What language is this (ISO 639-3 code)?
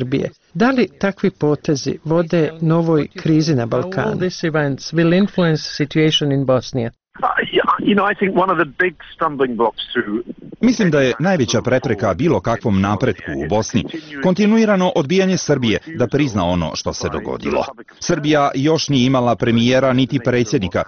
bos